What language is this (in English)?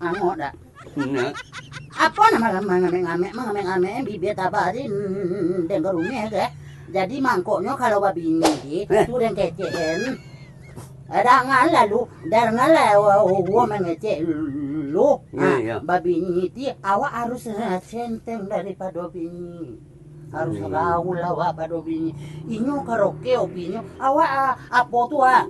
Minangkabau